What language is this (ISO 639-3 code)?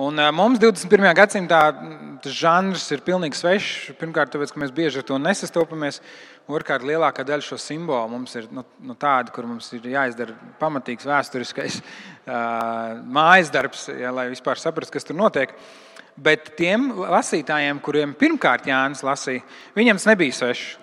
lav